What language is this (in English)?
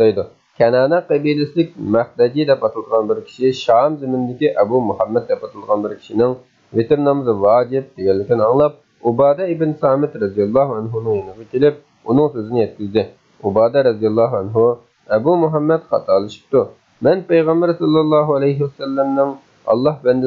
Uyghur